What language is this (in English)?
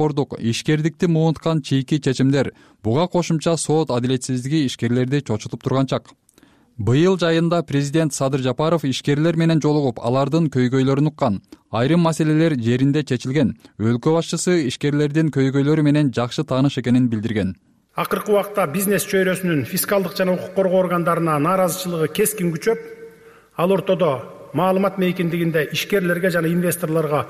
Kyrgyz